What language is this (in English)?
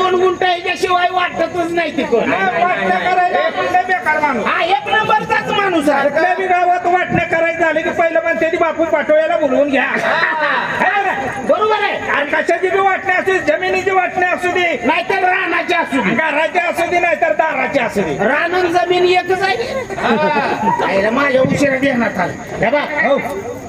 Marathi